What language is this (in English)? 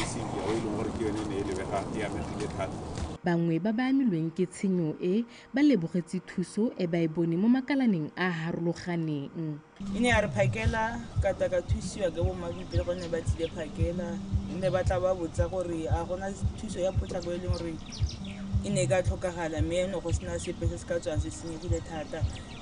Tswana